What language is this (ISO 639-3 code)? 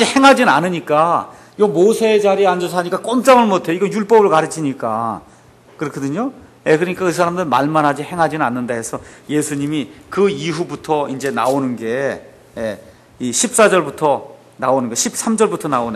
kor